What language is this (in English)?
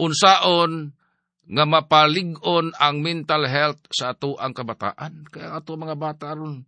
Cebuano